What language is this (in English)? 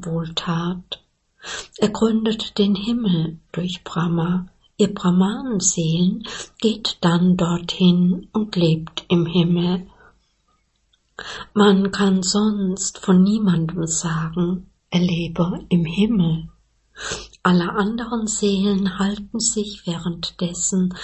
German